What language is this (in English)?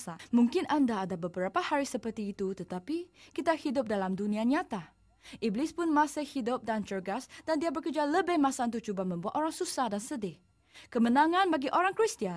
Malay